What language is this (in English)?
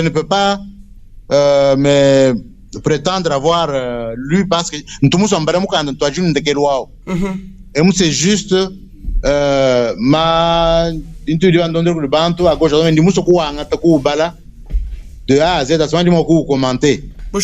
Luba-Lulua